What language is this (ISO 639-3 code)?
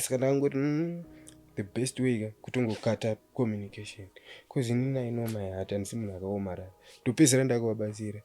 sna